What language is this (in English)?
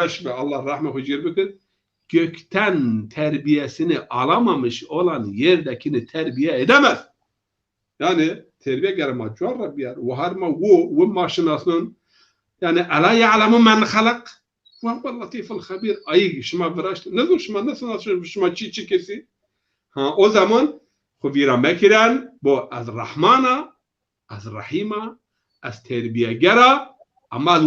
Zaza